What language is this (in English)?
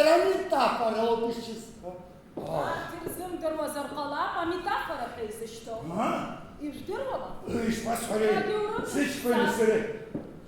Abkhazian